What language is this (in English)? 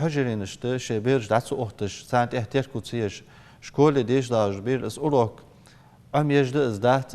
Ingush